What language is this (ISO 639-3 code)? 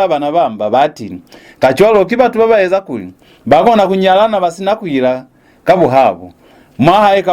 loz